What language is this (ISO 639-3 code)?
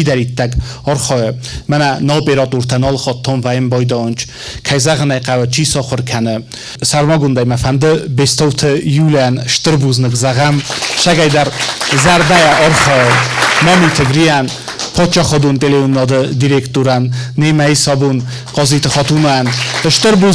oss